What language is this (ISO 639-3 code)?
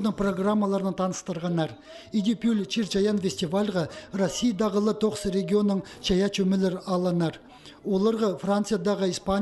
kjh